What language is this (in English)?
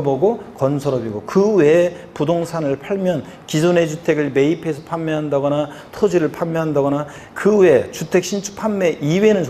Korean